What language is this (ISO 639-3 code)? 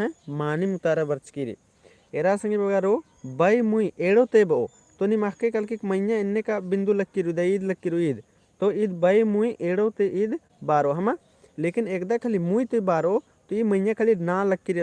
kru